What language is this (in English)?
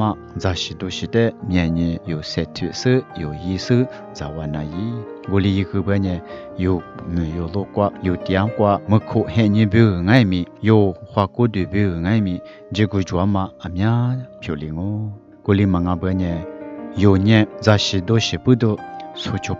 Lisu